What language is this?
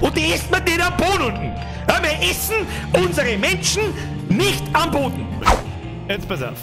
Bavarian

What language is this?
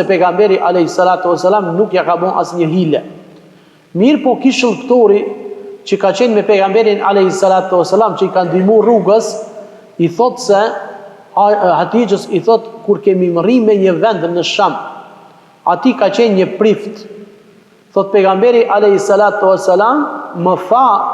Albanian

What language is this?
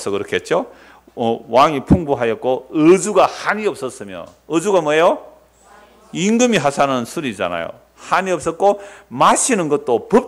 Korean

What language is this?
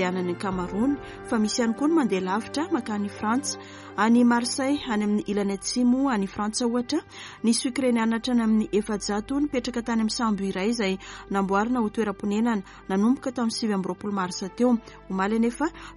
Malagasy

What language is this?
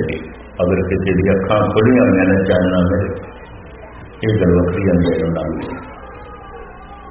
Punjabi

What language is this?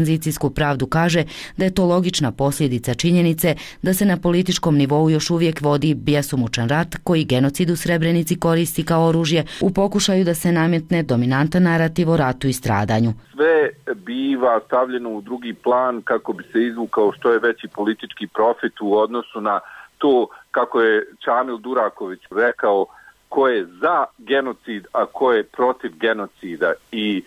Bosnian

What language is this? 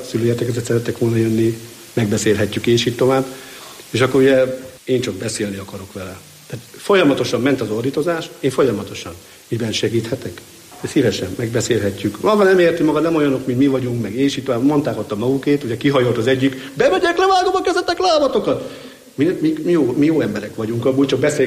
Hungarian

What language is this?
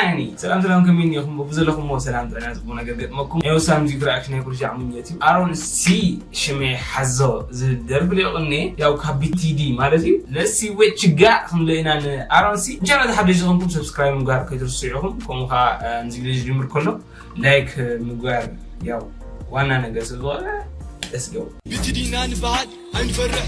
Tigrinya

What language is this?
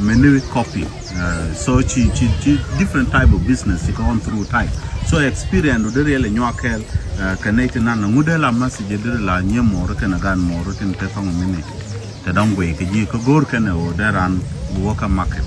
Nuer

